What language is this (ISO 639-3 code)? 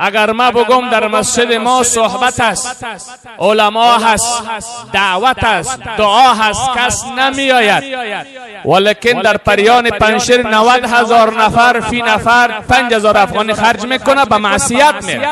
fas